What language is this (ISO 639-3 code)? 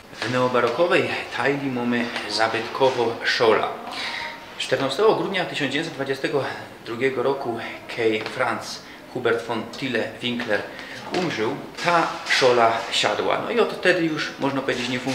szl